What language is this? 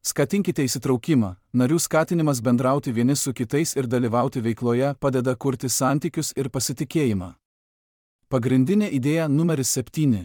Lithuanian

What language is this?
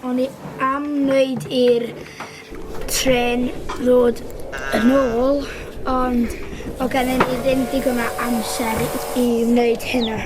Welsh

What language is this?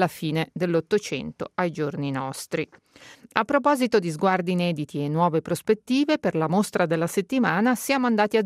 Italian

